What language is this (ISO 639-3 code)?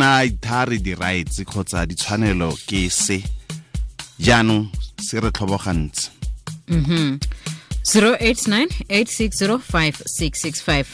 tsn